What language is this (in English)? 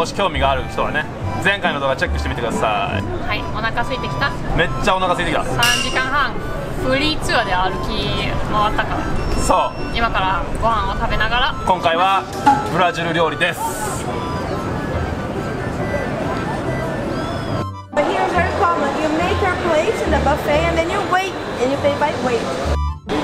Japanese